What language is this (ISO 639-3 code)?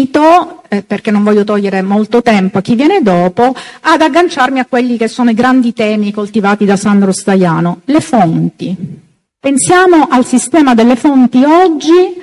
ita